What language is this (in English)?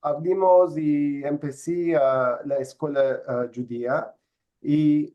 Ladino